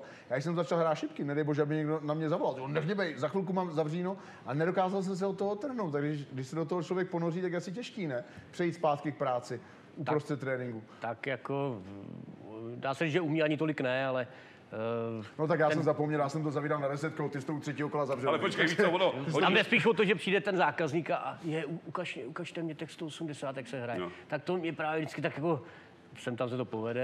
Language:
Czech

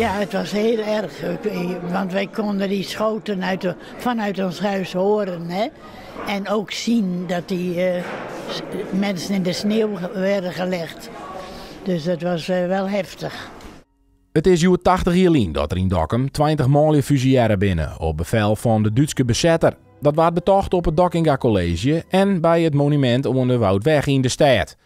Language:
Western Frisian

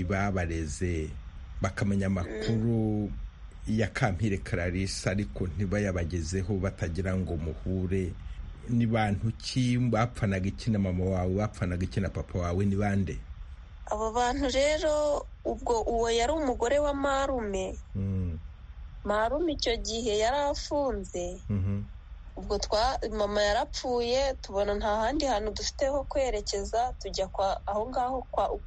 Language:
Kinyarwanda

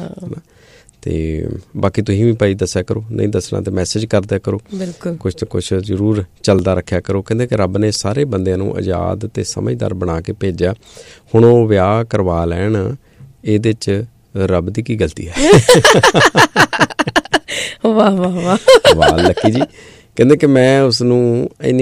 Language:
Punjabi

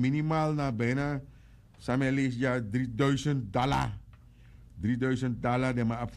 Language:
Sranan Tongo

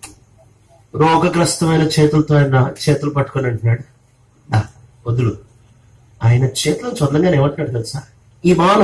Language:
Telugu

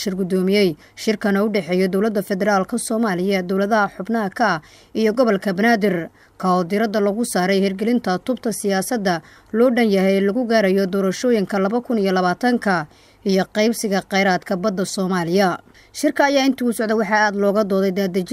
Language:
Somali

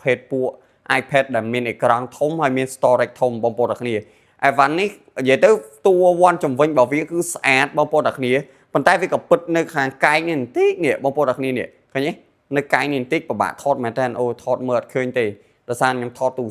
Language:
Khmer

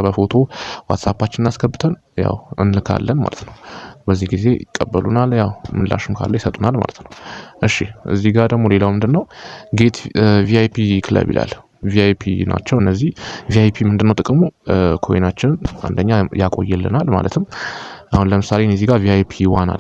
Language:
Amharic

